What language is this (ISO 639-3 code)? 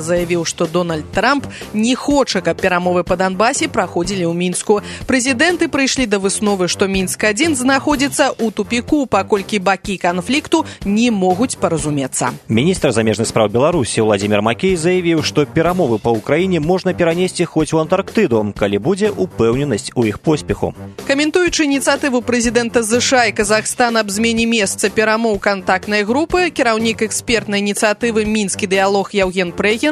bel